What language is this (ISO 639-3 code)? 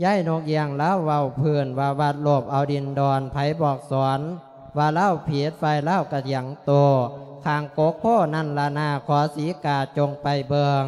lao